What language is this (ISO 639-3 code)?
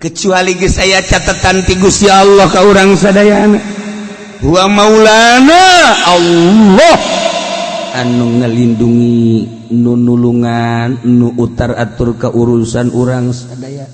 sun